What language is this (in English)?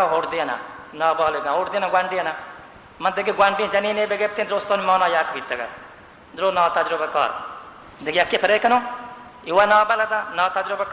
Baluchi